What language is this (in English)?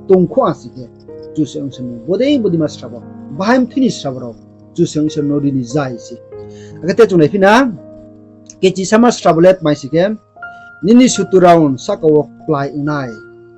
Riang (India)